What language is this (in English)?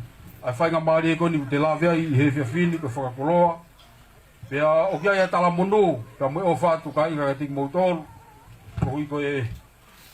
Tongan